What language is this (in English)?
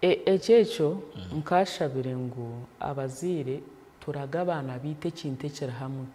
Nyankole